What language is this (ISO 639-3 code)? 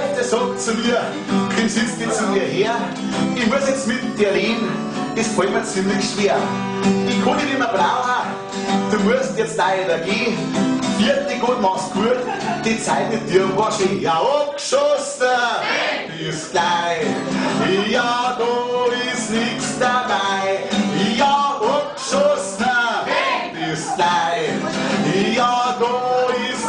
bar